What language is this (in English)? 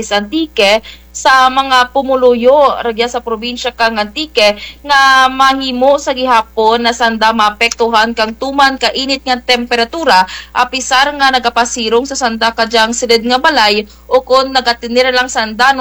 Kinaray-a